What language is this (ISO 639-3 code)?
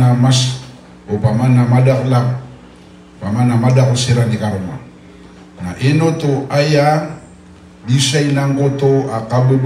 mrw